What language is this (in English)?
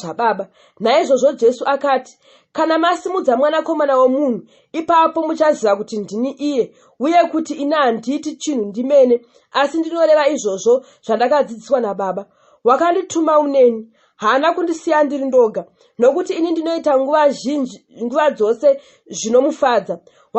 Shona